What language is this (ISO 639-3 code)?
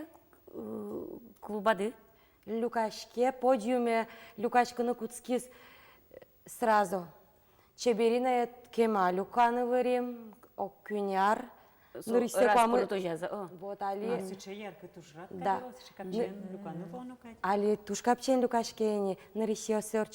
udm